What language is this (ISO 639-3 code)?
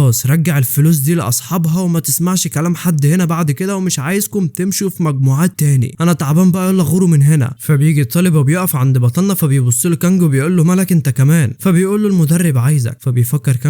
arz